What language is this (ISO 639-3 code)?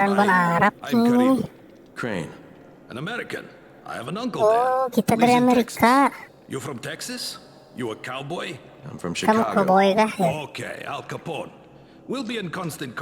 bjn